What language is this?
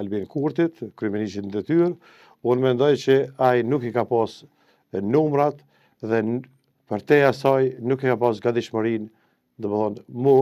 Albanian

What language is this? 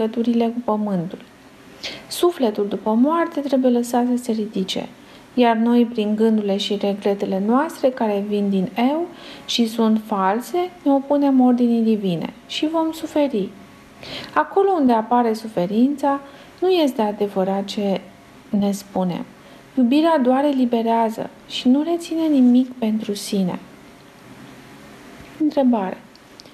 Romanian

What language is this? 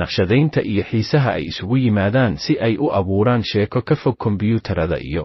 Somali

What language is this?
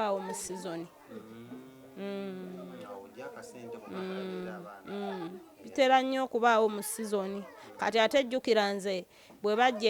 Ganda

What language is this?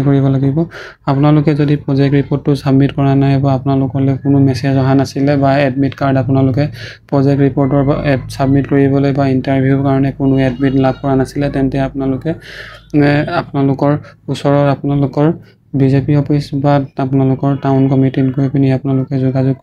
Assamese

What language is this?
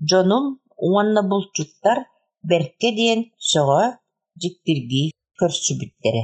Yakut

